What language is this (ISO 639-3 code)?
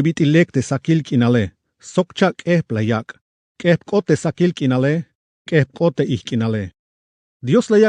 tzh